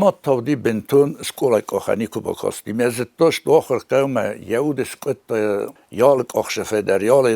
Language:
Ossetic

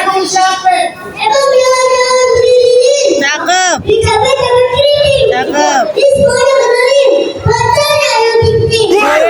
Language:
Betawi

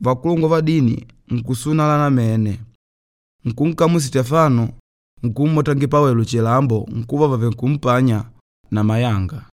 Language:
Makonde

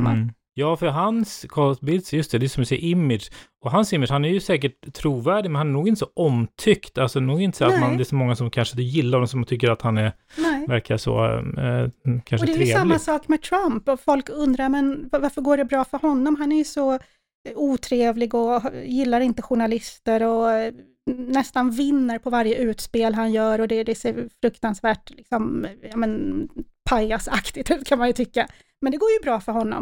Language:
Swedish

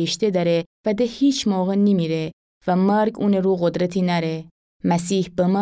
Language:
Gilaki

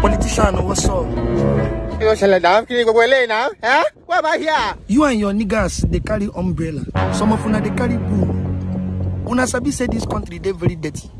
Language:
Nigerian Pidgin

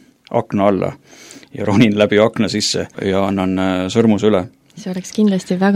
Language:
Estonian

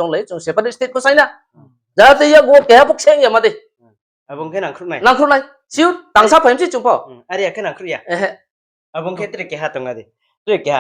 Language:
Riang (India)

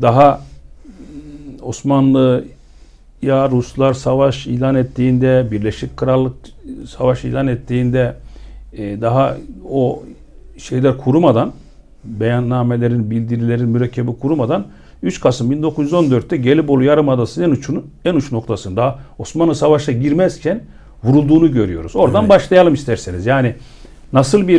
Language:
Turkish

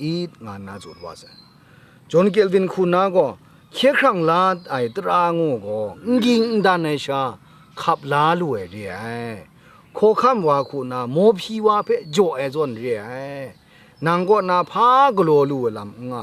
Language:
Kachin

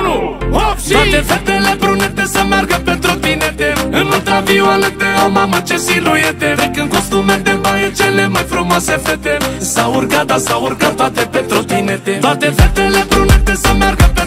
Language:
Romanian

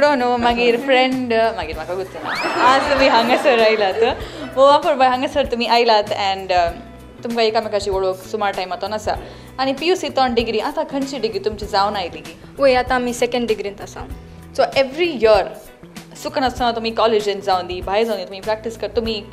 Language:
Konkani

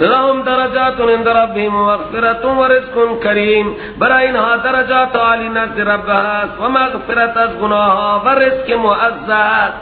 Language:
Persian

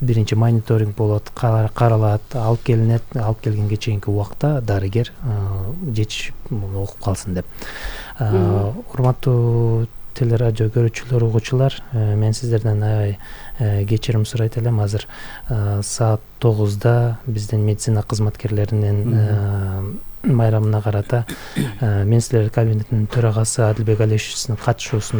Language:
Kyrgyz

